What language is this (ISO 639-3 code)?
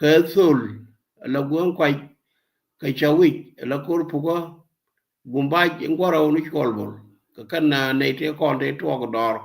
nus